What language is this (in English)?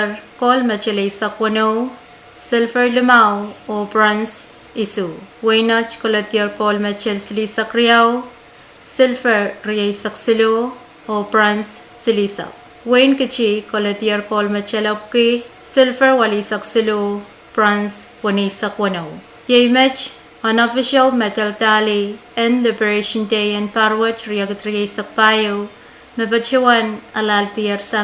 Pohnpeian